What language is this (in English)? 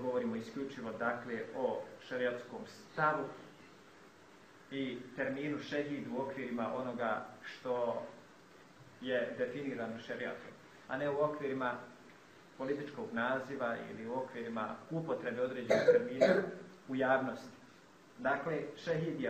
Bosnian